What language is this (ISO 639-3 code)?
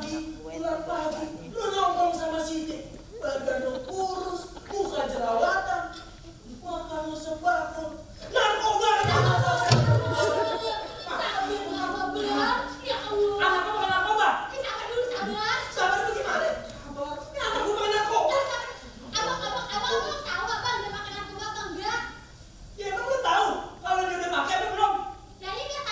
bew